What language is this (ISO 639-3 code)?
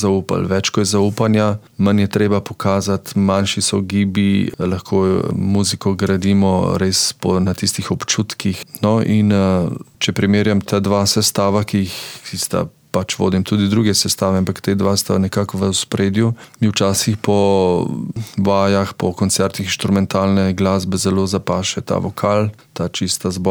slv